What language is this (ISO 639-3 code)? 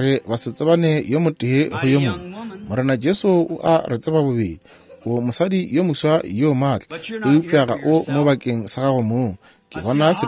nso